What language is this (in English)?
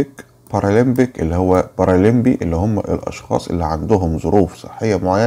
Egyptian Arabic